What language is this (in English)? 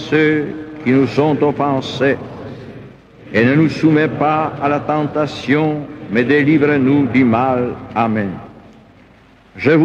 French